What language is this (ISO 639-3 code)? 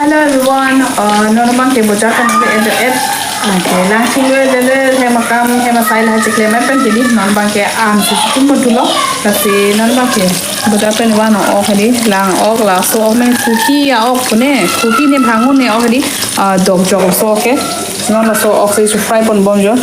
mjw